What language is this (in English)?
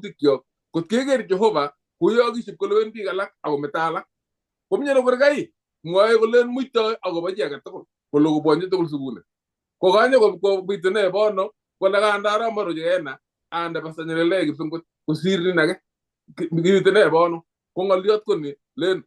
Kalenjin